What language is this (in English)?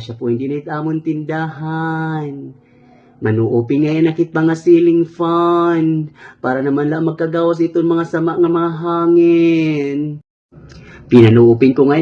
Waray